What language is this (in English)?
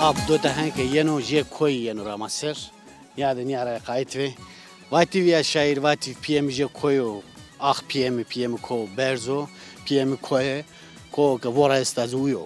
Zaza